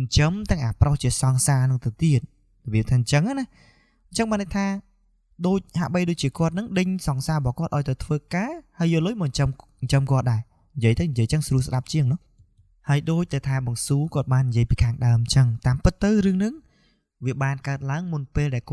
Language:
Khmer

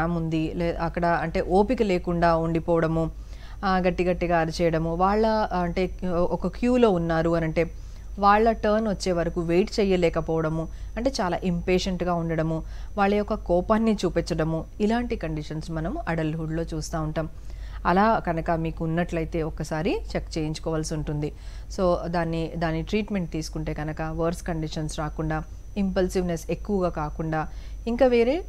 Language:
Telugu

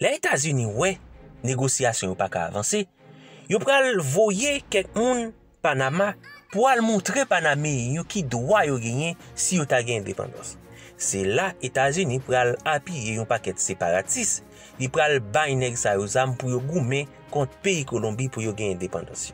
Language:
Haitian Creole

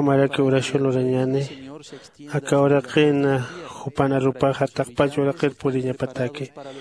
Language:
Aymara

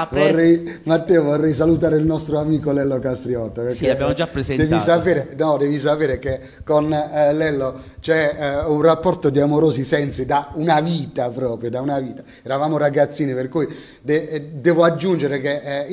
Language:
Italian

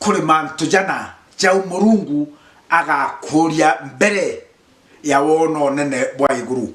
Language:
Meru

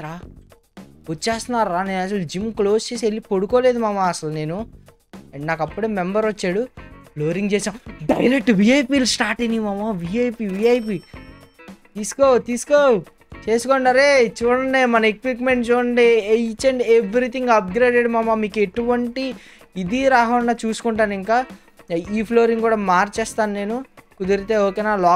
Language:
Telugu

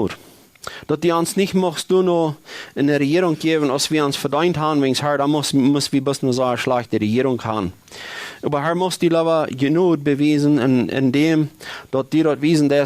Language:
Plautdietsch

